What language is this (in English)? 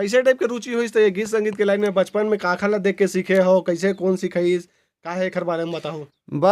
Chhattisgarhi